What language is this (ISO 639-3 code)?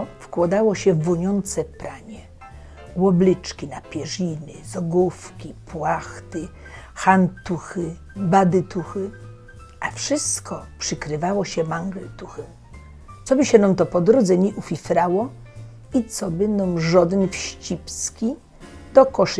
szl